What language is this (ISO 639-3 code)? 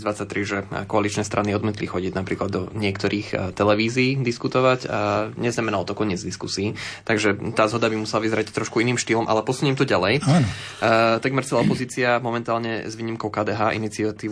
slk